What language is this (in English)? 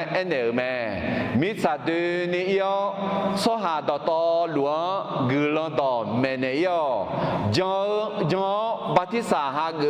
Akha